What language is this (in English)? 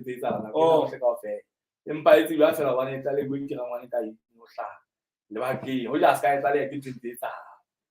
Southern Sotho